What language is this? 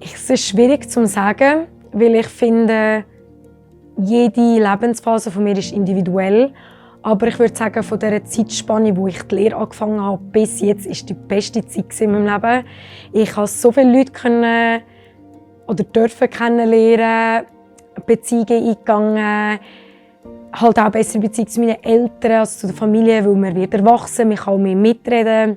Swiss German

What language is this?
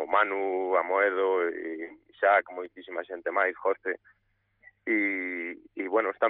Galician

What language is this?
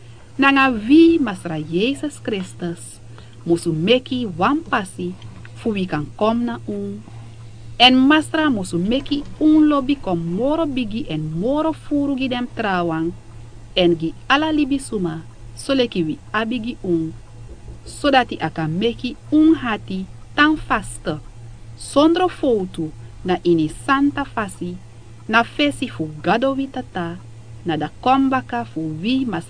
Sranan Tongo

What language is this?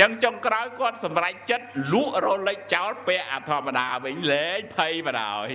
Khmer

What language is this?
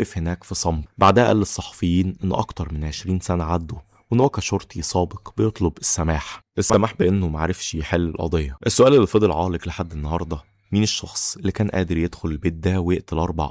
Egyptian Arabic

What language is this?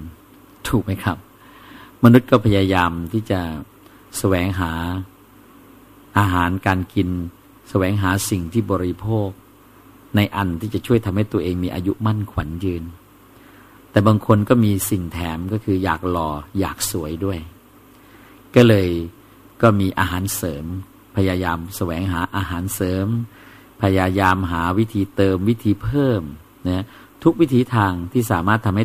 Thai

